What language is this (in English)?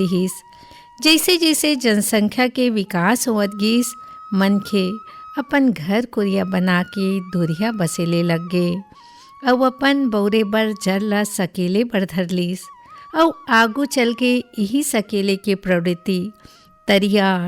Chhattisgarhi